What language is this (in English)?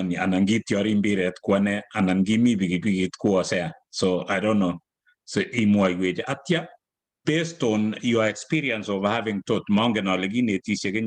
Kalenjin